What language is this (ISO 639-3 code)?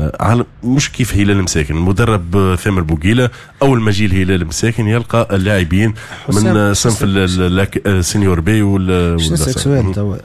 aeb